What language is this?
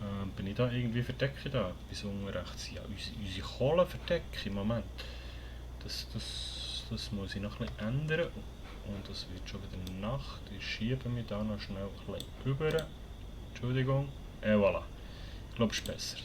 Swiss German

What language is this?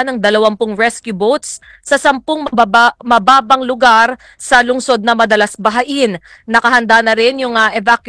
Filipino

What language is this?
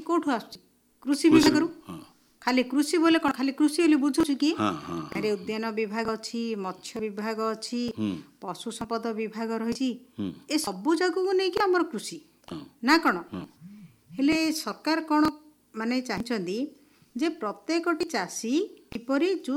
Odia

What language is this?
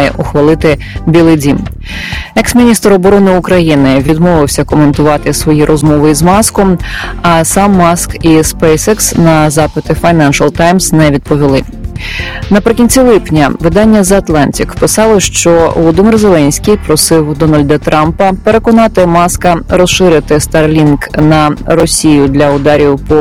Ukrainian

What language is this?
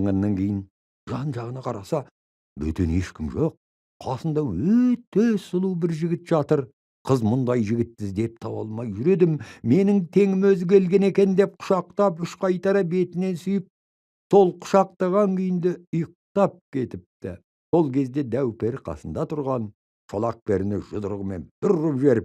Kazakh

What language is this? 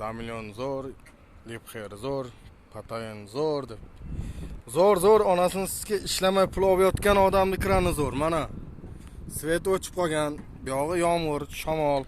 Uzbek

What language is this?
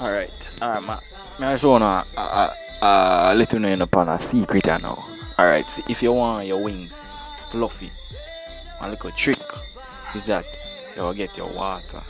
Jamaican Creole English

